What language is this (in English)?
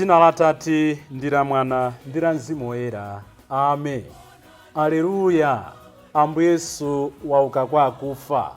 Nyanja